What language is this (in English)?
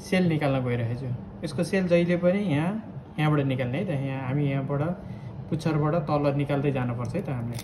Nepali